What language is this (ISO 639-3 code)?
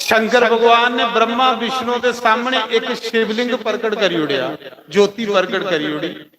doi